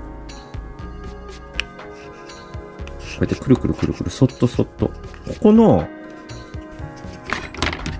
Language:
Japanese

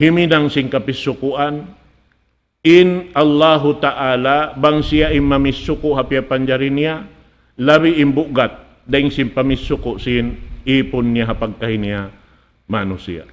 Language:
Tausug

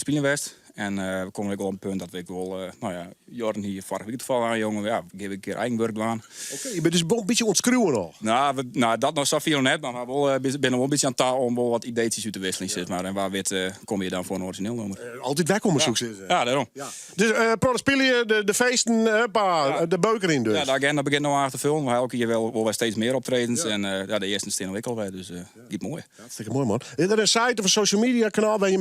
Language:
Western Frisian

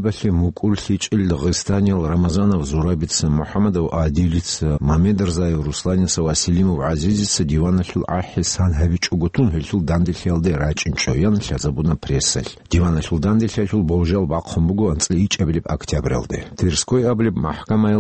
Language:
Avaric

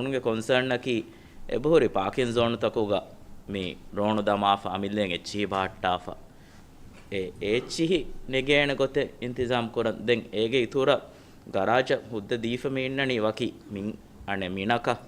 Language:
Divehi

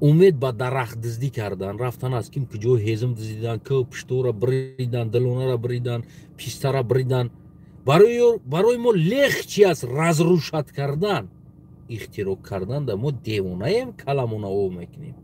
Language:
Tajik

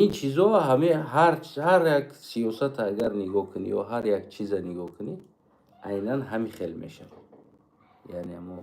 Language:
Tajik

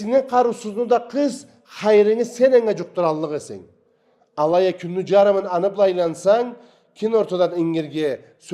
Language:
Karachay-Balkar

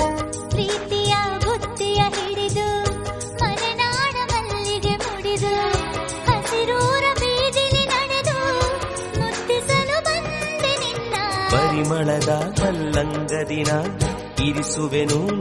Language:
Kannada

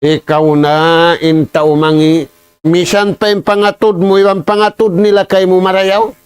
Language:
Tausug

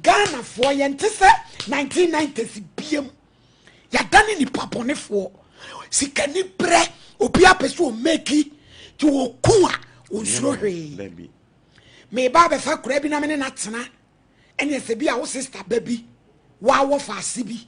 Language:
Akan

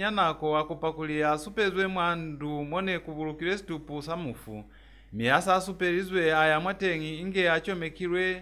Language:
Lozi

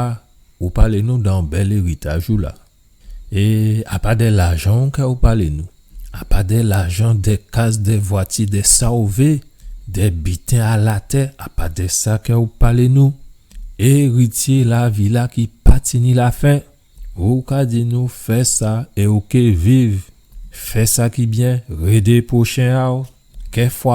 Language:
Guadeloupean Creole French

